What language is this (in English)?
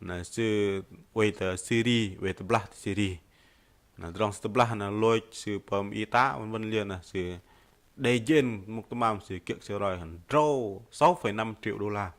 Bahnar